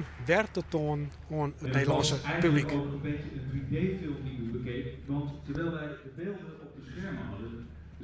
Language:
Western Frisian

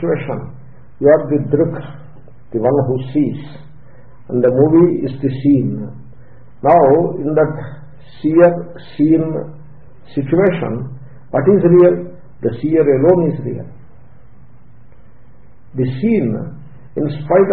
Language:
English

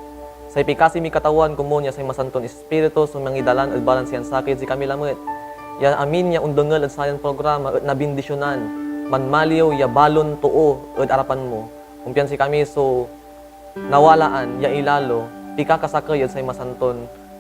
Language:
Pangasinan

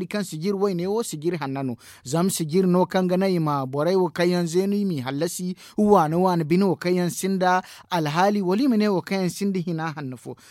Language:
Zarma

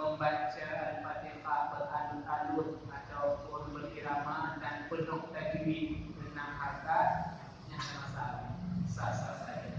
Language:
Achinese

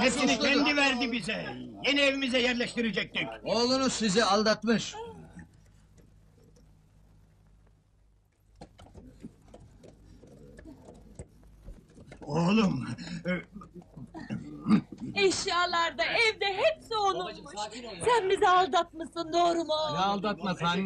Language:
Turkish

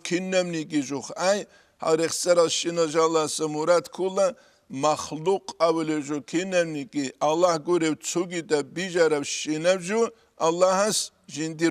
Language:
Avaric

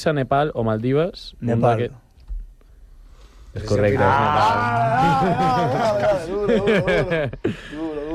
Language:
Catalan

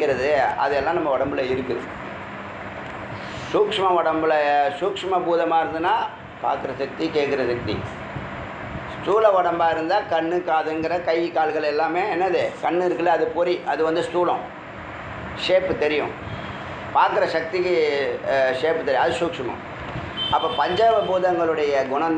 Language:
Tamil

